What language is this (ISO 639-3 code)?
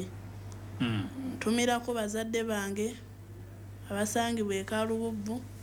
lug